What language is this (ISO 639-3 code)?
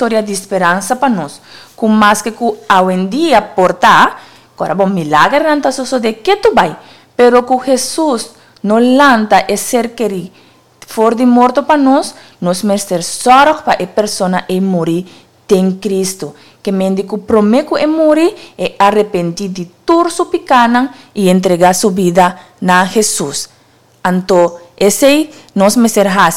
pap